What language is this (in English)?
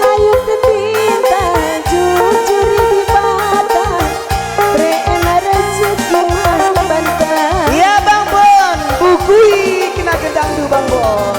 Batak Karo